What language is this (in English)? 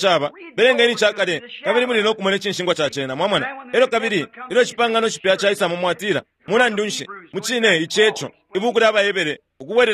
Bemba